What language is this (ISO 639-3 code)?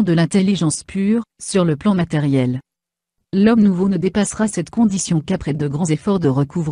fra